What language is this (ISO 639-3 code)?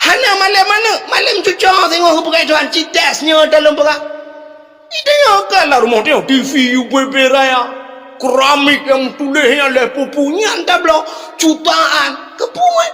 ace